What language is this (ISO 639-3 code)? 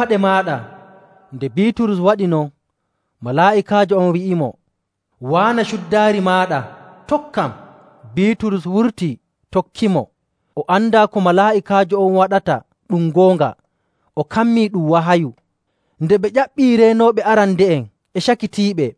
fuv